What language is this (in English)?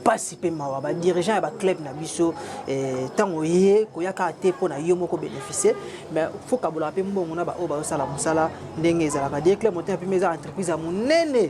Lingala